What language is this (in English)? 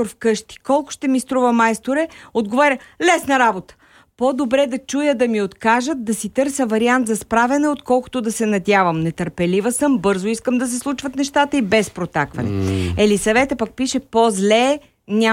Bulgarian